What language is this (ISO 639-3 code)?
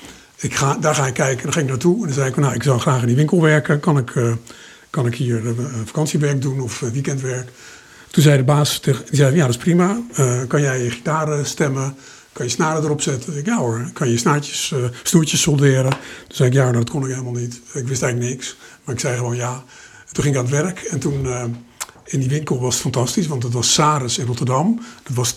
nld